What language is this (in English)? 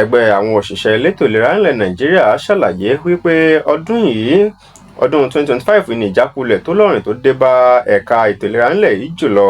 Yoruba